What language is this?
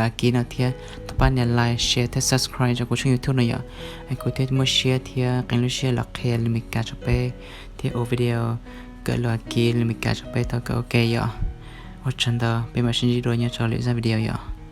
Hmong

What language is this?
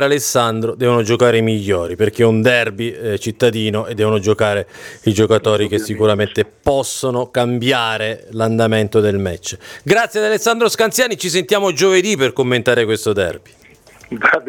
Italian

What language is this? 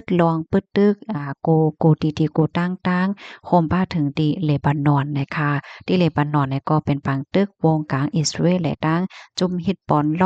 Shan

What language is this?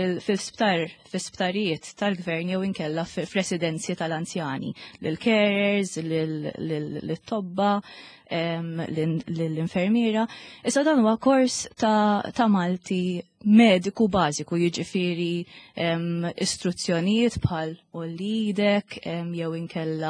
Maltese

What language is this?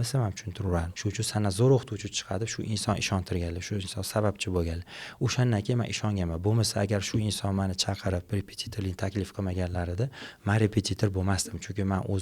Uzbek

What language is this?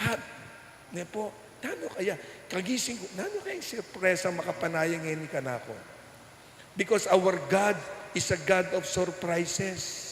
Pampanga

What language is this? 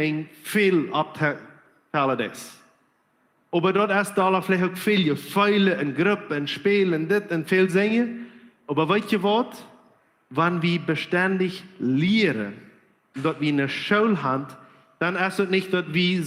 Plautdietsch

